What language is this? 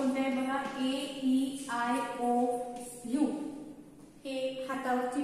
Marathi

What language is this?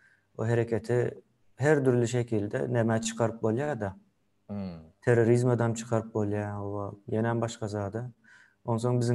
Turkmen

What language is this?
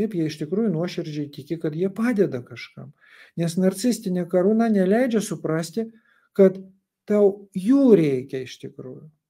Lithuanian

